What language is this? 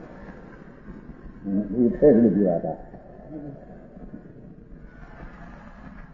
Gujarati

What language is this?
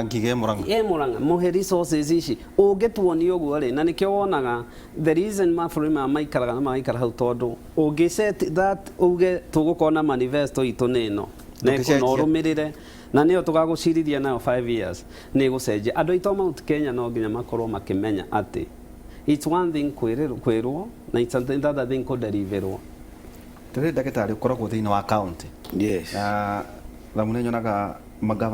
Kikuyu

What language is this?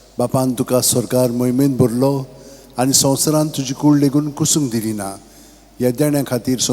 Konkani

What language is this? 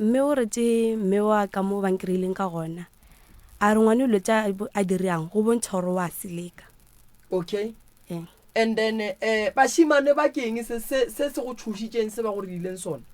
Northern Sotho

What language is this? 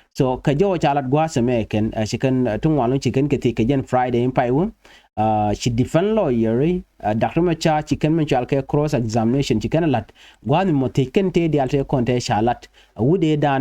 Nuer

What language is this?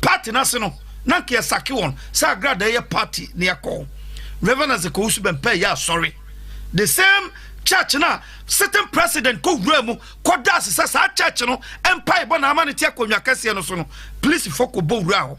Akan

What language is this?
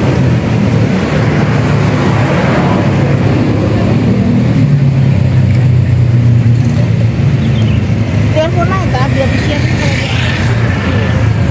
Indonesian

